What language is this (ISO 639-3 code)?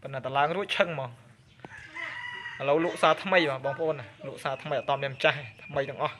khm